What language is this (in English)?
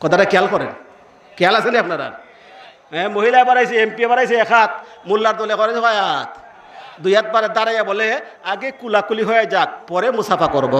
Sylheti